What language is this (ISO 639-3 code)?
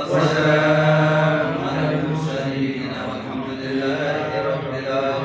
ful